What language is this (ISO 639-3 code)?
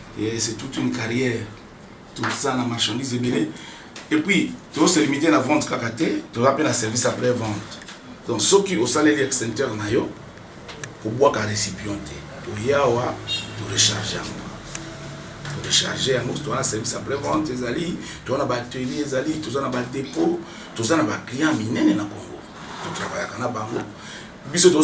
lin